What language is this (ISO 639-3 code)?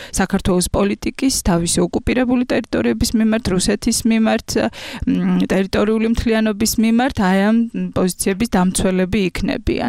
kat